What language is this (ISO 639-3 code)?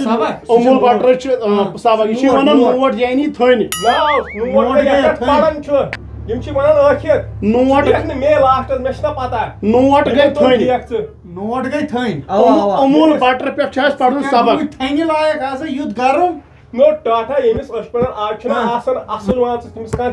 kas